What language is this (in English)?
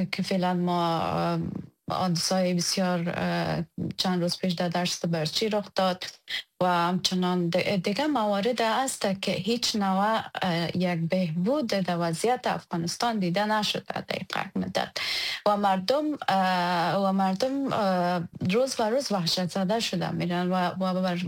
Persian